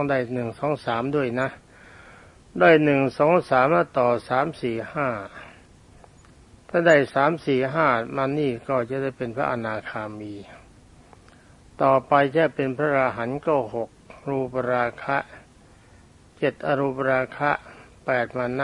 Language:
Thai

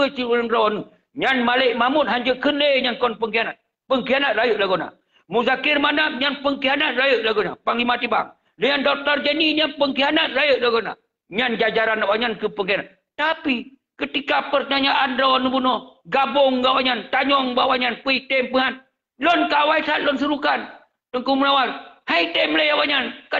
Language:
Achinese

